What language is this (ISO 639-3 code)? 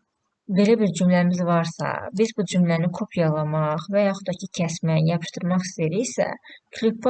aze